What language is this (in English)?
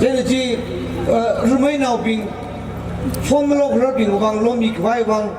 Tangkhul Naga (India)